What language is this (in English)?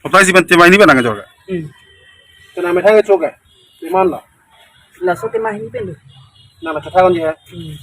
Karbi